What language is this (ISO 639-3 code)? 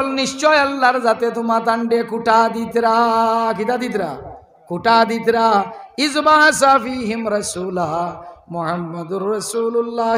syl